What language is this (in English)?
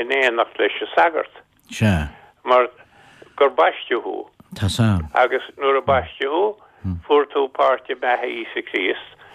Irish